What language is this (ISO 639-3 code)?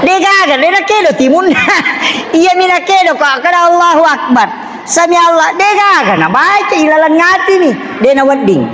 bug